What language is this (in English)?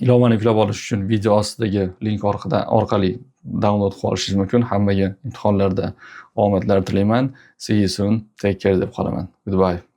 Uzbek